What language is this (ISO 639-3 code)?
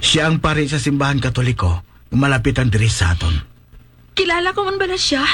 hil